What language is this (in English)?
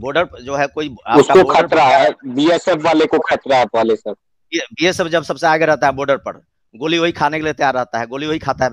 Hindi